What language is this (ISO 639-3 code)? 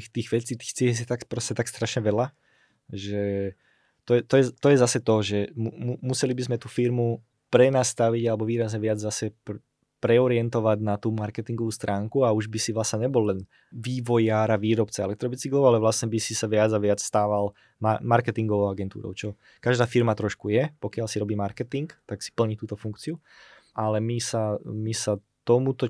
slk